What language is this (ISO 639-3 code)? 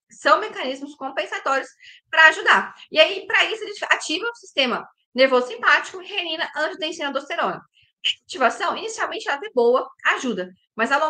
por